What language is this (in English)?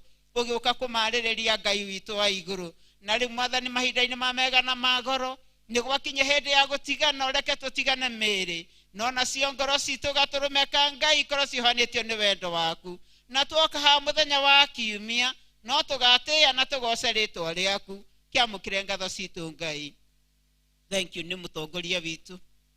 Kikuyu